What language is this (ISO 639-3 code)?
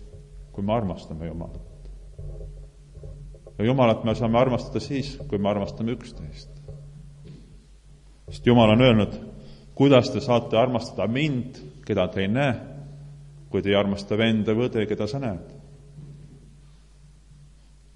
est